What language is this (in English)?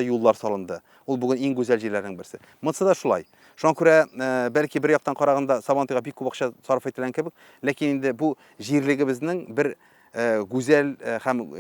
Tatar